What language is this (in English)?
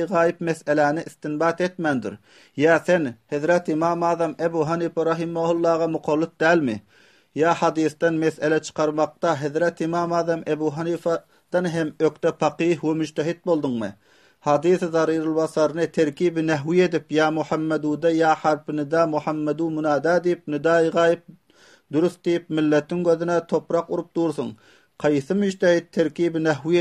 Turkmen